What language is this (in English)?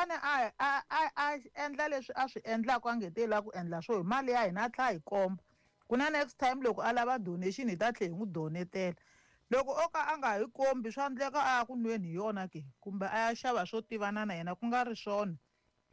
Tsonga